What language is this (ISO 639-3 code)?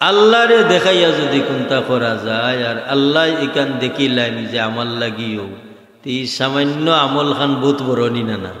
syl